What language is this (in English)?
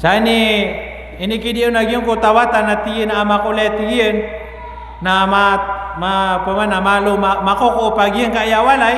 Maranao